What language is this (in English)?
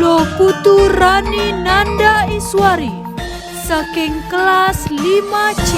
Balinese